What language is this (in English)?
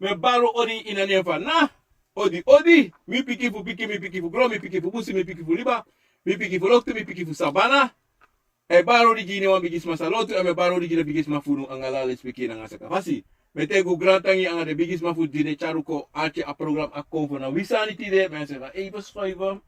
Sranan Tongo